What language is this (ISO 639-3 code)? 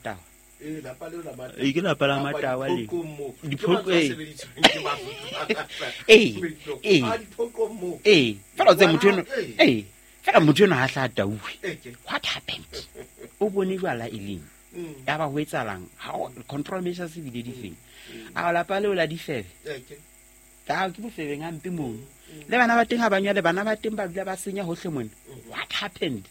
sot